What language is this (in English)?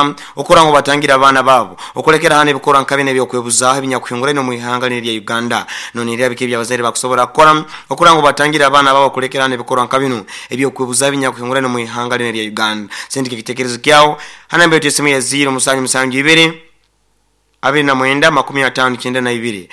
Nyoro